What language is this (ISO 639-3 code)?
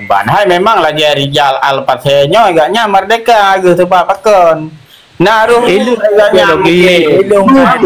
ace